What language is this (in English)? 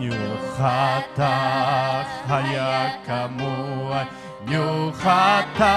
Ayacucho Quechua